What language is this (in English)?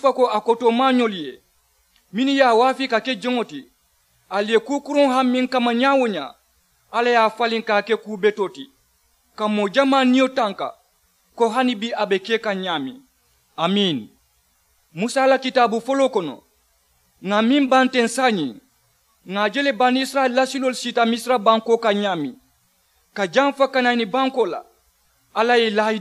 Mandingo